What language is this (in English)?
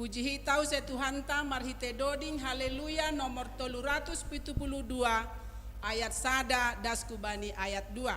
Batak Simalungun